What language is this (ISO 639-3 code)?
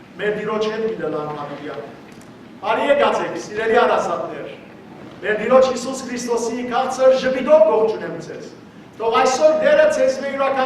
hyw